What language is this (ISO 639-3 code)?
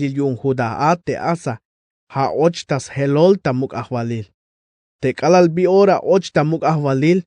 tzh